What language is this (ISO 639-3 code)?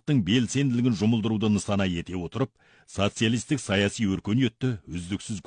kaz